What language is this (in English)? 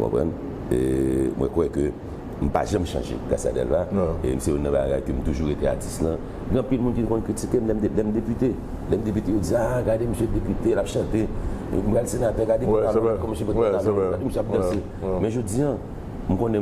Haitian Creole